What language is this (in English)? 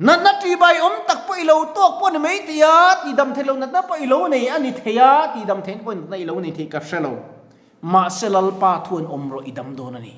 Mizo